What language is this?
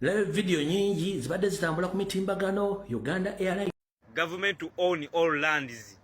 Ganda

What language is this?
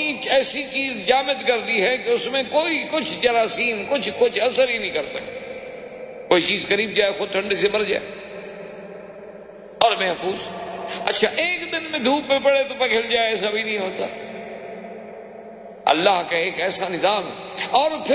Urdu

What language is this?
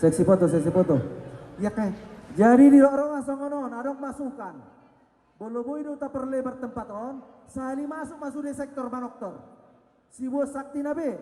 Batak Toba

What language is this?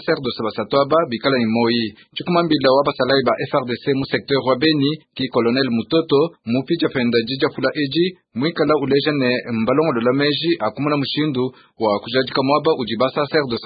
Luba-Lulua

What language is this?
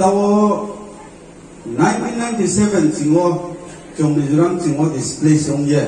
Riang (India)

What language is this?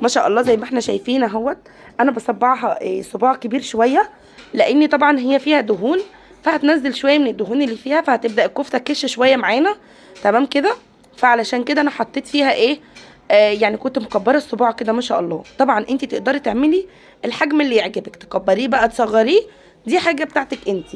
Egyptian Arabic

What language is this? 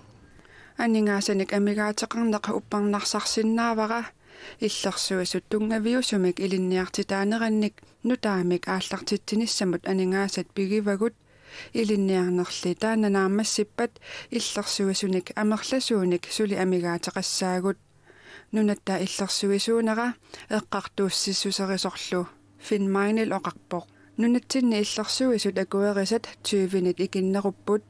Kalaallisut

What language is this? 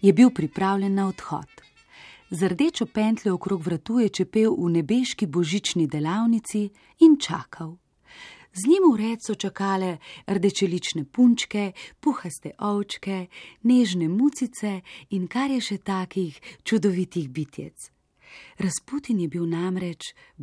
Slovenian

